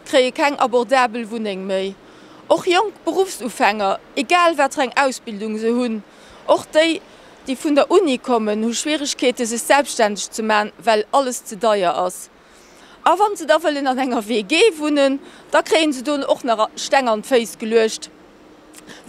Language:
Luxembourgish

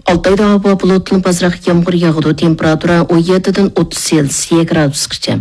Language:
Uyghur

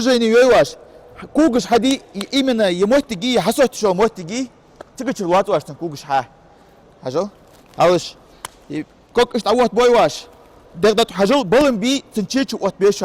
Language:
Ingush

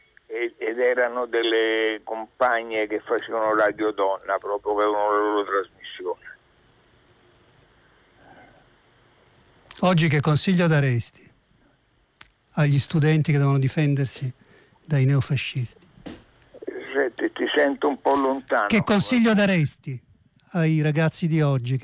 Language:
Italian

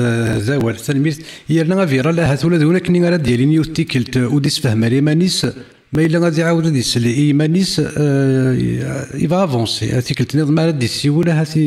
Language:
Kabyle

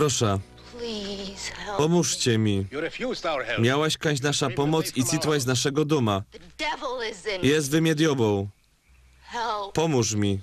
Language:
Silesian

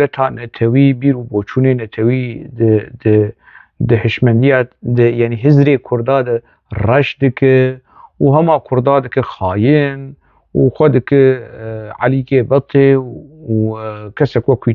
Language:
Kurdish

